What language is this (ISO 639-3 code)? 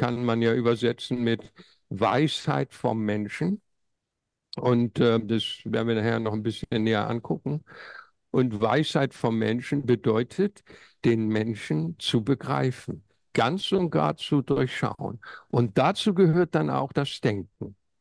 deu